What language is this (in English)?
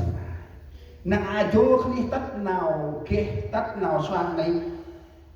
Central Mnong